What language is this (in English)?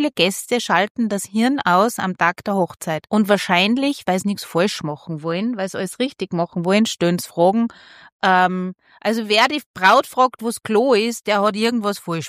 German